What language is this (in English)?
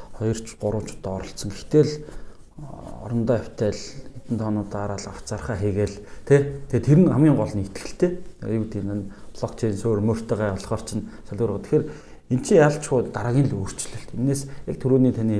Mongolian